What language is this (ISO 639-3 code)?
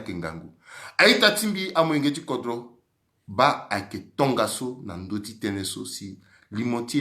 sag